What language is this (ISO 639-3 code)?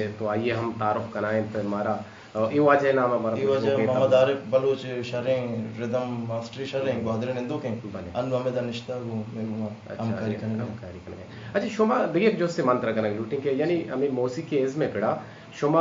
bal